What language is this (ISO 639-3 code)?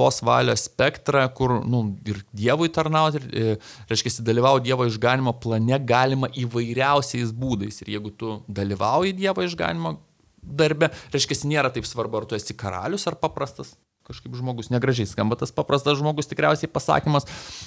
lit